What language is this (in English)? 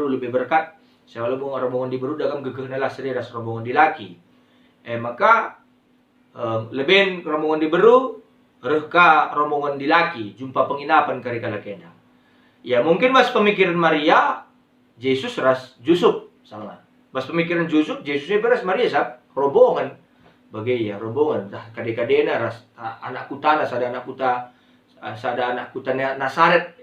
Batak Karo